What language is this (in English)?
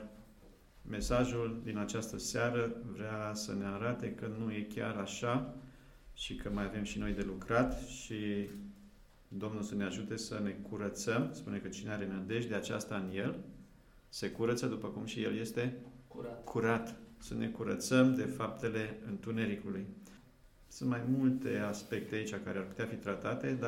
Romanian